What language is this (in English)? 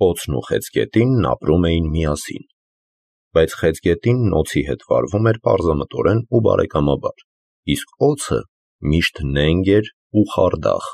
Armenian